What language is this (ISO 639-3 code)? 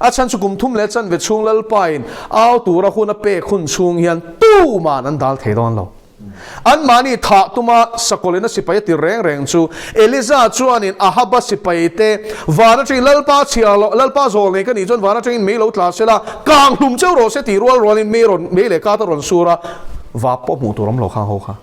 lus